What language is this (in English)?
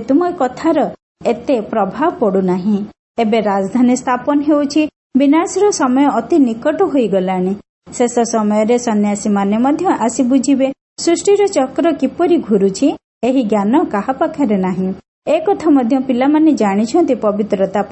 Odia